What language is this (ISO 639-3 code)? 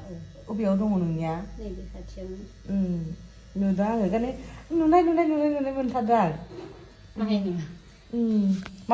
brx